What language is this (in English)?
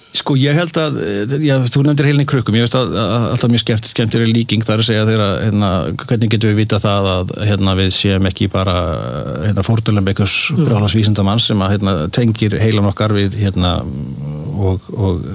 Icelandic